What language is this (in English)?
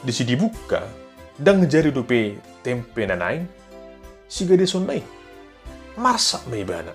Batak Toba